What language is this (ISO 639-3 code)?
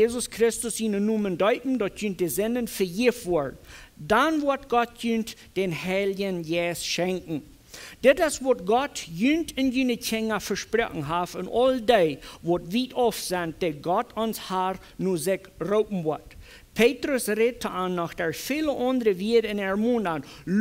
pdt